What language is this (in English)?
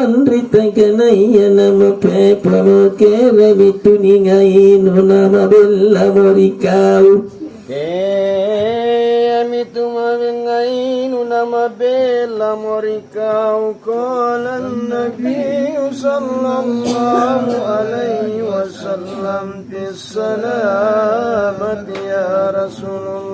Makasar